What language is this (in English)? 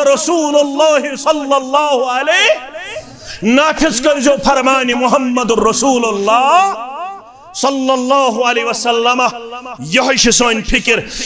Kashmiri